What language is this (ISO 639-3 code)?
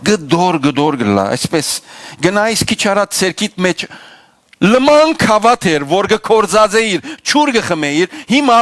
hyw